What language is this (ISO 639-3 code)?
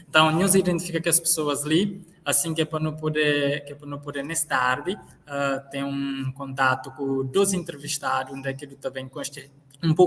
kea